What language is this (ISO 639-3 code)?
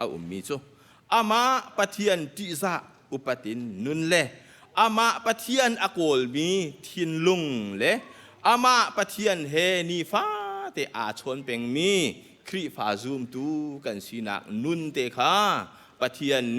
cnh